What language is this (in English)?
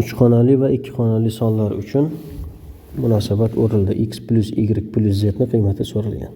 Uzbek